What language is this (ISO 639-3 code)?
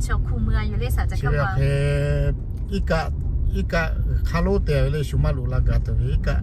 lhu